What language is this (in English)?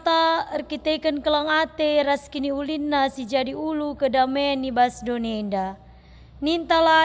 Batak Karo